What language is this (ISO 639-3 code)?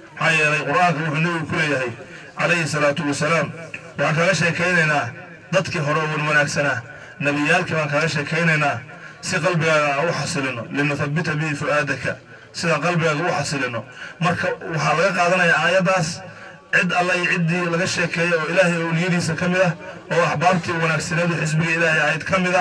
som